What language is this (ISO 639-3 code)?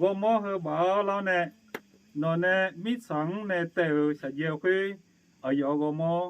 ahk